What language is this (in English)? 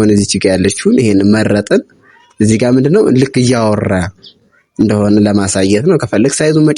Amharic